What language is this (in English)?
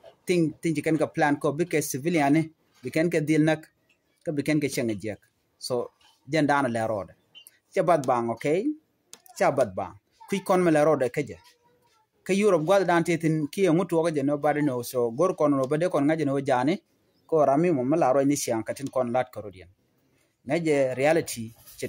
Nuer